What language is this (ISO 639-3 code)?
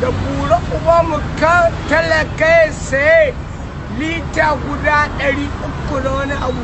hau